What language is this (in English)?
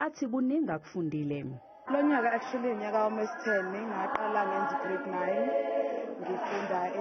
Zulu